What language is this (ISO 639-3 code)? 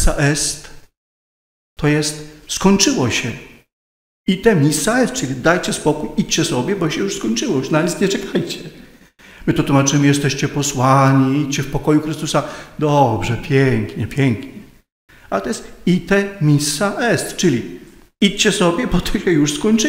pol